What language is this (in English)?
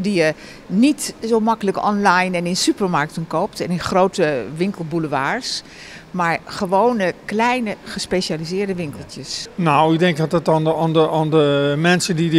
Dutch